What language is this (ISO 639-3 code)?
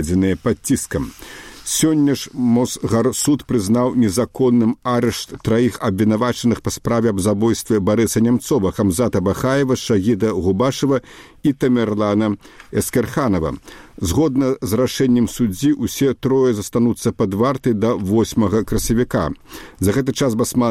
bel